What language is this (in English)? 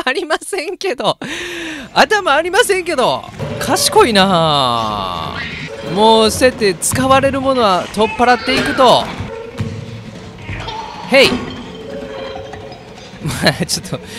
Japanese